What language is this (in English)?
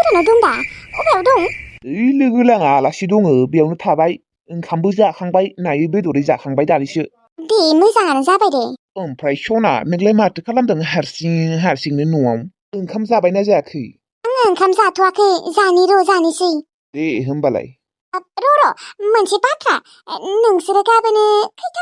Bodo